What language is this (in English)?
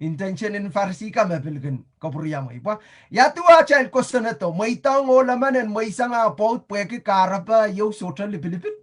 Pohnpeian